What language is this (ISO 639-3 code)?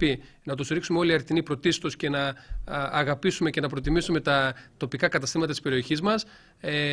ell